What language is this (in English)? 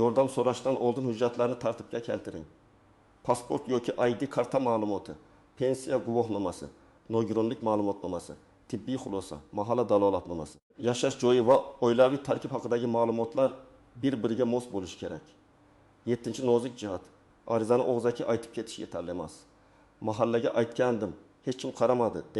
Uzbek